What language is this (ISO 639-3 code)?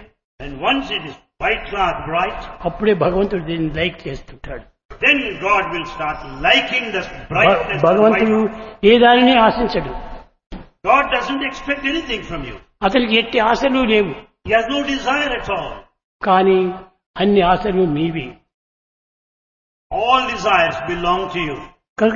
tel